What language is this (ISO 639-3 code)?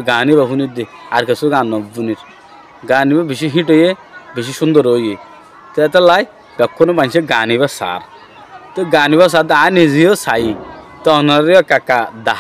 rhg